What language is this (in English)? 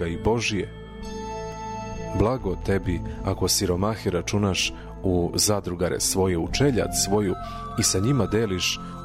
Serbian